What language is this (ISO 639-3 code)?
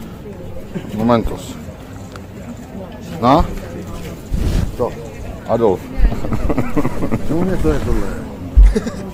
ces